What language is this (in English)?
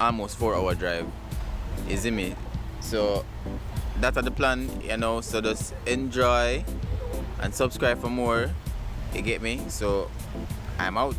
Jamaican Creole English